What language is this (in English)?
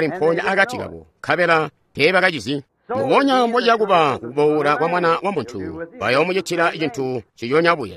Tonga (Zambia)